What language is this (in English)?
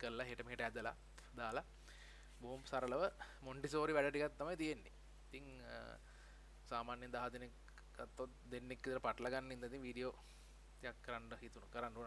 Sinhala